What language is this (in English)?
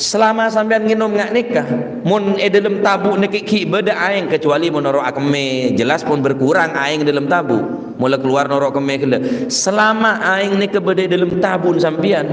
Madurese